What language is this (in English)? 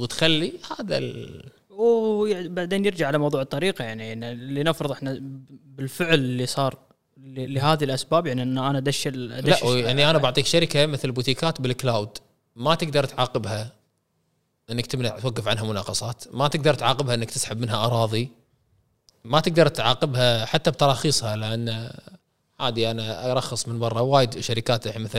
Gulf Arabic